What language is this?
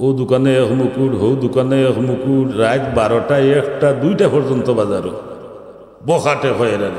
Sylheti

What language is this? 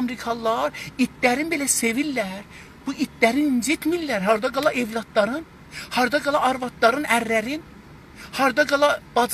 South Azerbaijani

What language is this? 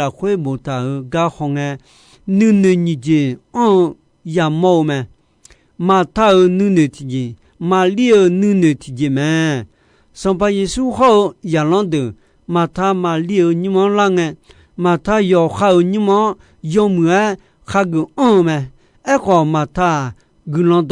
Akha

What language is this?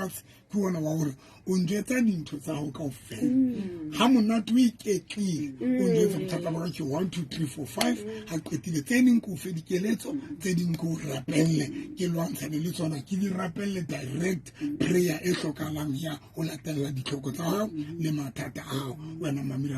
Southern Sotho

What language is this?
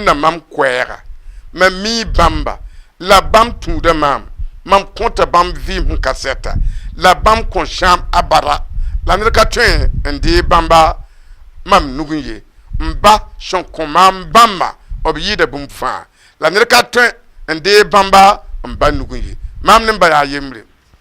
Mossi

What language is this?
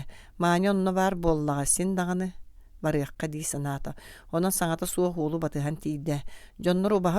Yakut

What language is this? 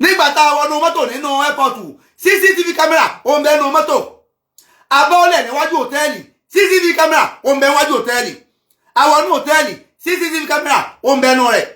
Yoruba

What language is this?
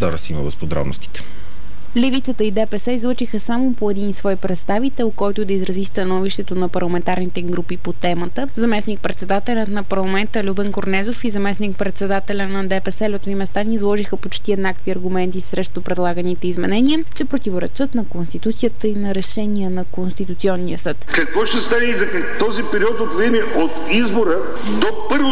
Bulgarian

